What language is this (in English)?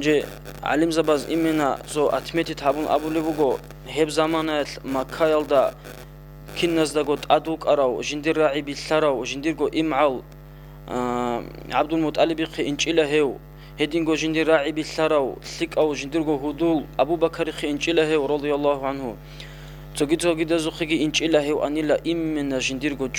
Avaric